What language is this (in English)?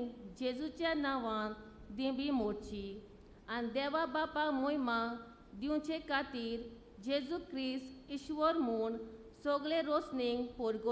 Konkani